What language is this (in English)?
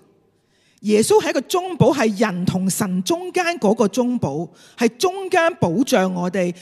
Cantonese